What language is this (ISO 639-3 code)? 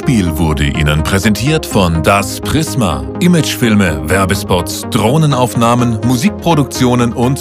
deu